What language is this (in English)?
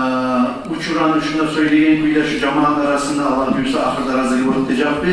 Kumyk